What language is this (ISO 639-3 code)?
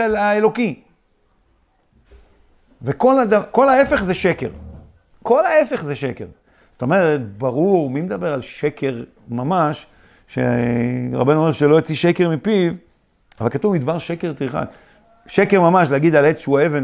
heb